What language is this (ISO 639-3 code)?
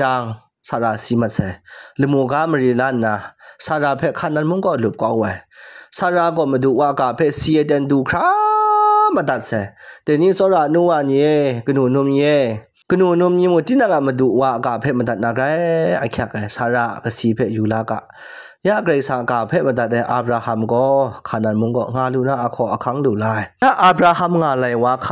kac